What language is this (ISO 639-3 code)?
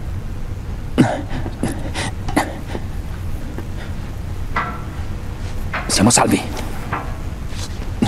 ita